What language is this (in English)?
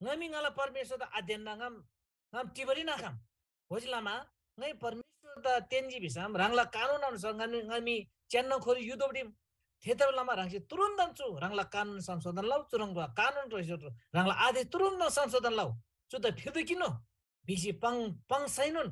Eastern Tamang